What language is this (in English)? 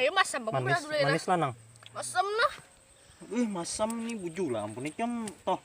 Banjar